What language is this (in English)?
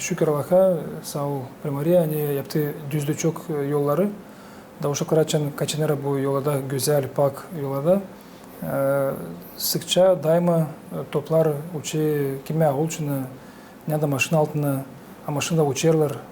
Gagauz